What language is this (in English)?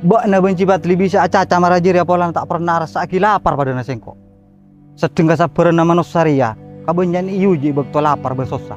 Madurese